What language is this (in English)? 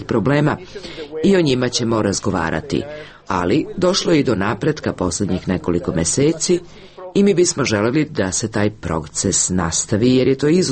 Serbian